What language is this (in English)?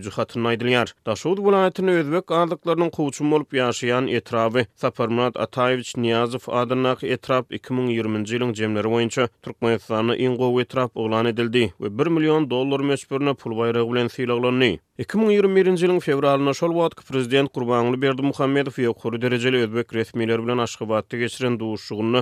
Turkmen